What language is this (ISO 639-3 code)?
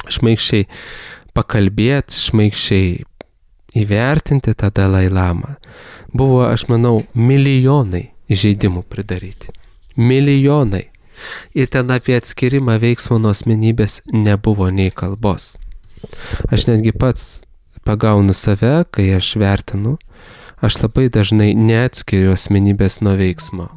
lit